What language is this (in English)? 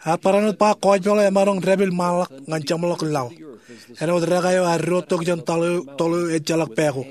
Marshallese